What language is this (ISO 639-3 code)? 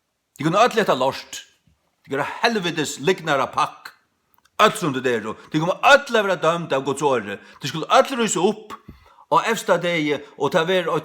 fao